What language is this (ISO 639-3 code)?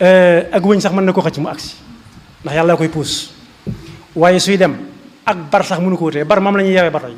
wol